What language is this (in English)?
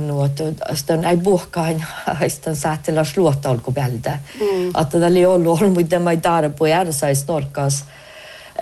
Northern Sami